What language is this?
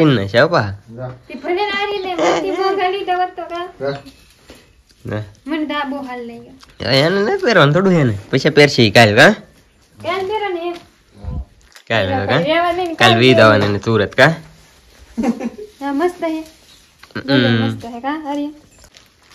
Gujarati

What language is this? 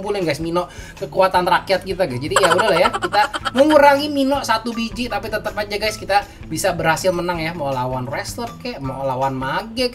Indonesian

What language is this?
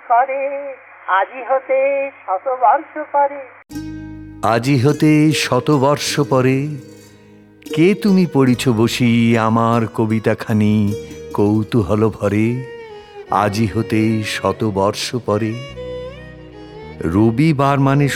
Bangla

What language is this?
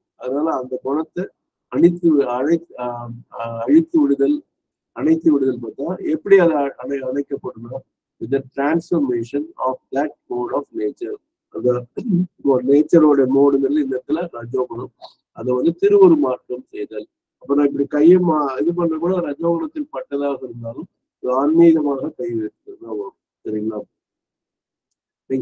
Tamil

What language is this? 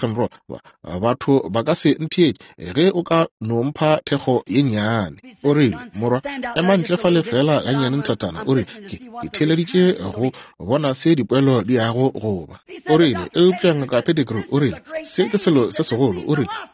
Northern Sotho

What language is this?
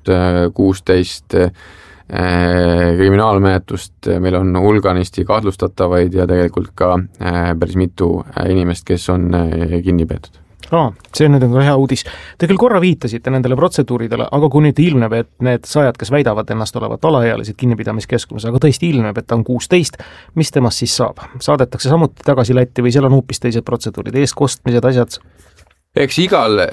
Estonian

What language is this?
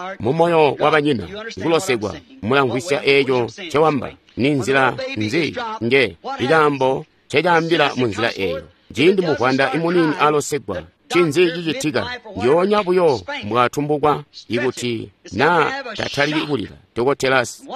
Tonga (Zambia)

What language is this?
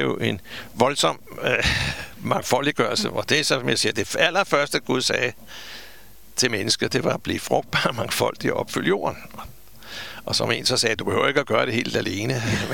Danish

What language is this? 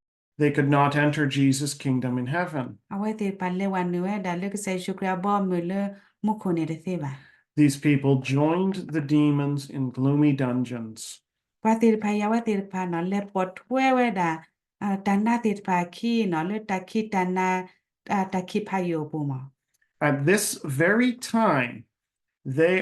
S'gaw Karen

